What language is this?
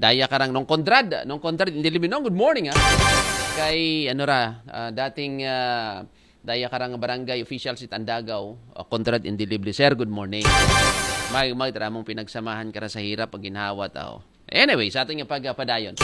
Aklanon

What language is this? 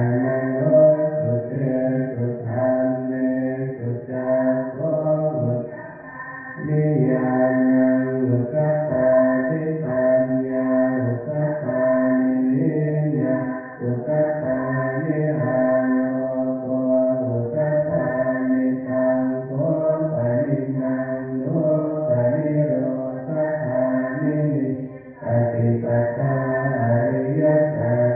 Pali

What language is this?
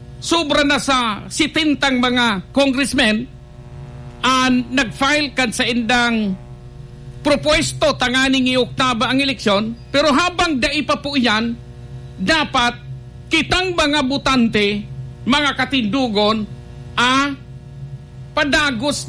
Bikol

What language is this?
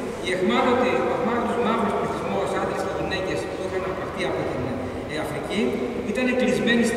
Greek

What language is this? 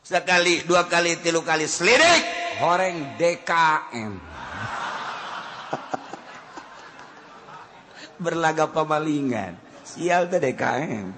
Sundanese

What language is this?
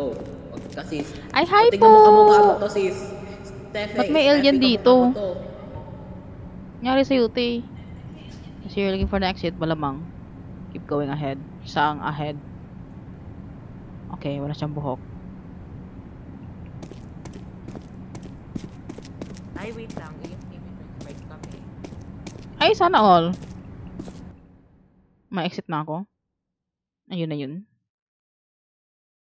Filipino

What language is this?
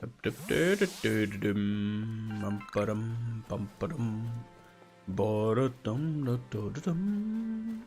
Bavarian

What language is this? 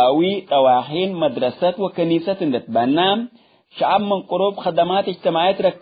Tigre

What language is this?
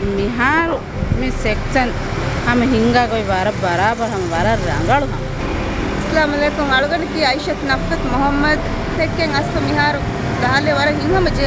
Divehi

